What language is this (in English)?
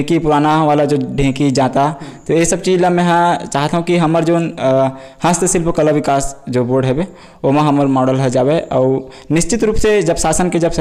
Chhattisgarhi